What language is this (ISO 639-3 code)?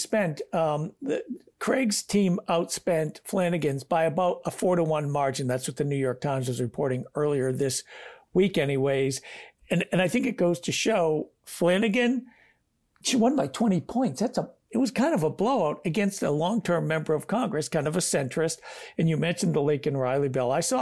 eng